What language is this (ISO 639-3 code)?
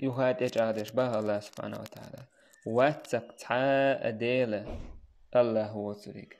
che